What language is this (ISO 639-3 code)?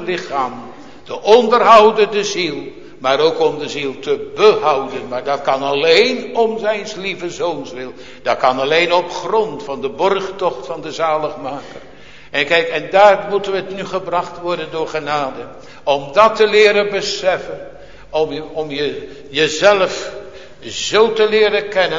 nld